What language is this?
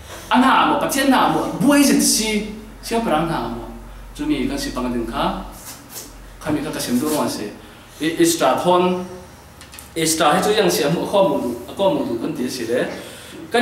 Falam Chin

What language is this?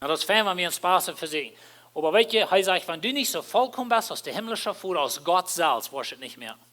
Plautdietsch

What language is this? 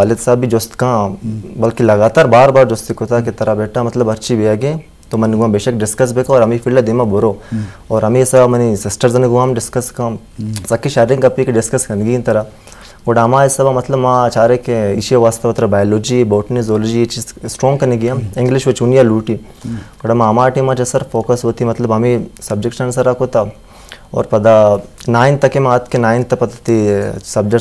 Baluchi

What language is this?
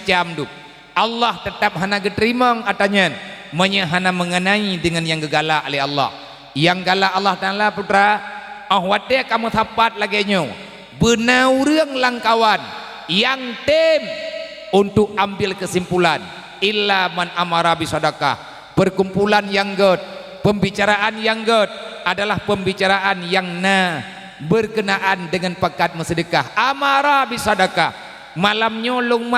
Achinese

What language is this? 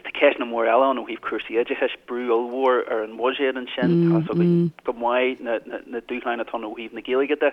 Irish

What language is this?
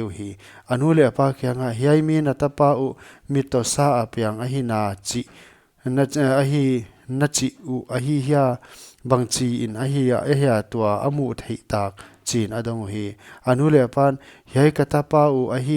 Paite Chin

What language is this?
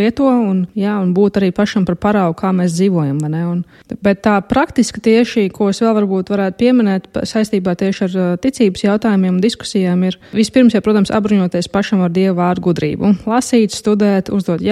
Latvian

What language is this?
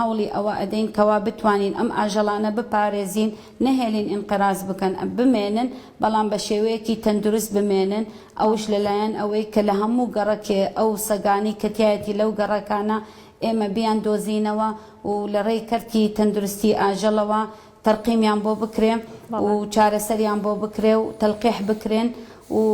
Central Kurdish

